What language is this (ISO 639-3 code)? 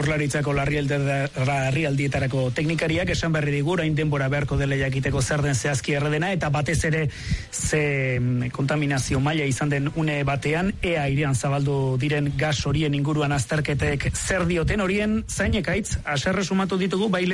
eus